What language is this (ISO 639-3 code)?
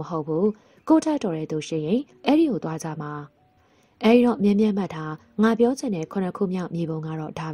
mya